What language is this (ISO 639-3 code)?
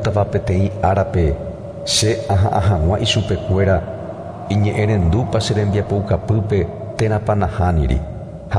grn